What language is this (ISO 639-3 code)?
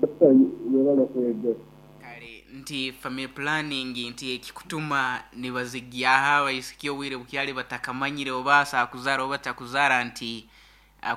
nyo